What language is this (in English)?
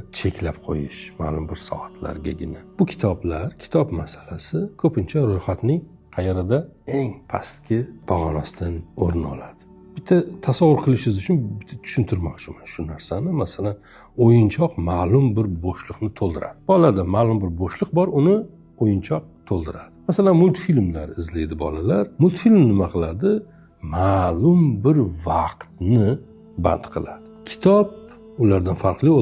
Uzbek